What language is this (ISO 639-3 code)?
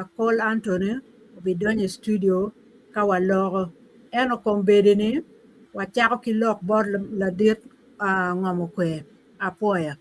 ach